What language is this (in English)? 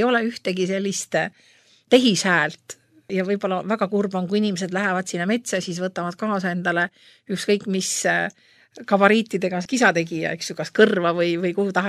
Estonian